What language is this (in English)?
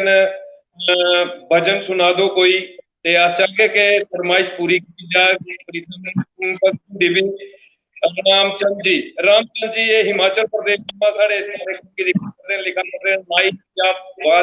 Dogri